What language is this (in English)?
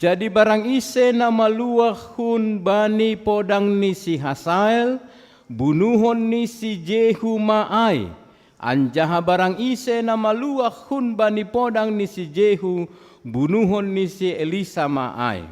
Batak Simalungun